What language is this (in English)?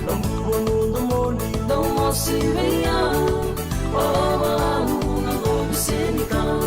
Fijian